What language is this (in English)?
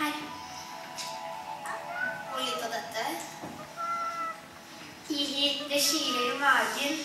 Norwegian